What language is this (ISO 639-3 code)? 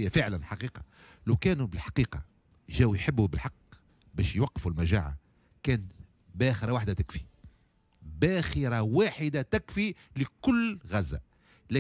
aeb